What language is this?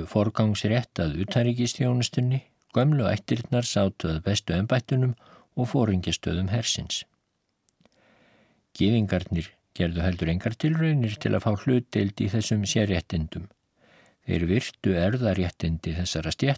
Icelandic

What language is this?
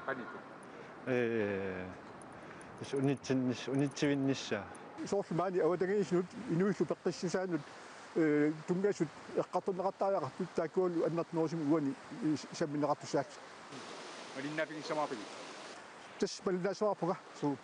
Kalaallisut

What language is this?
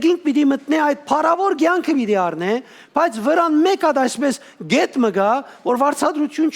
Western Armenian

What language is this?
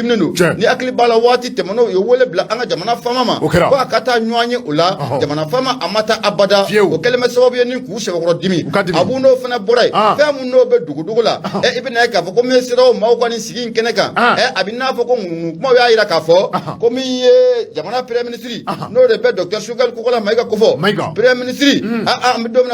Bambara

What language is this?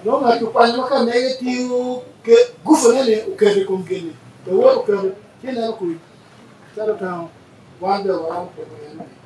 Acoli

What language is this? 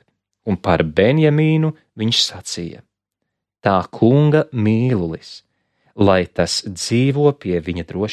Latvian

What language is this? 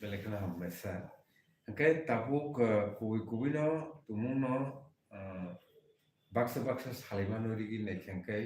Kok Borok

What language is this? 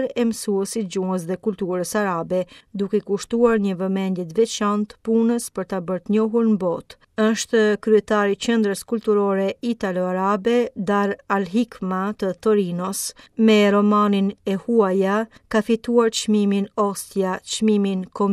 Albanian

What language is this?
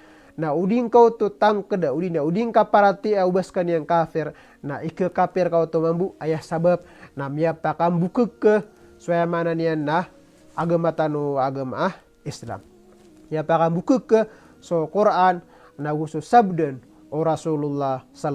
Maranao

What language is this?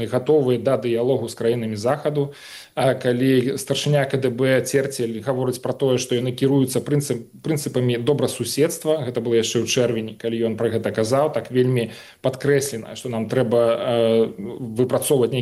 Belarusian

